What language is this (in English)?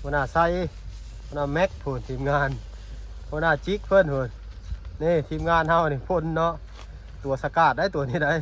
Lao